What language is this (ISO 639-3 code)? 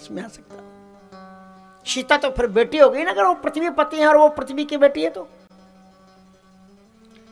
hin